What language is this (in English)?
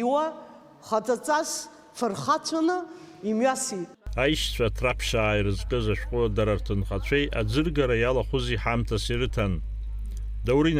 Abkhazian